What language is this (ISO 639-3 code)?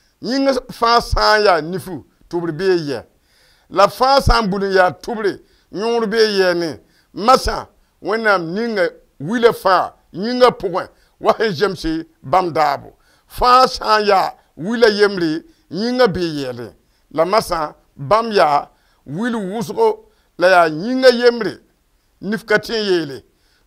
mos